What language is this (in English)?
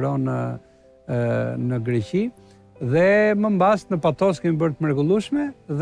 Albanian